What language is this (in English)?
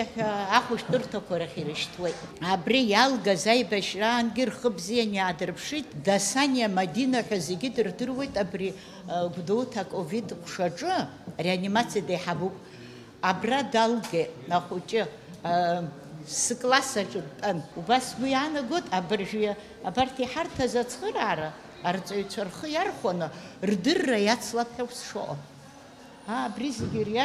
Abkhazian